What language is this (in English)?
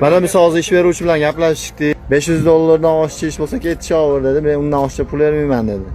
Uzbek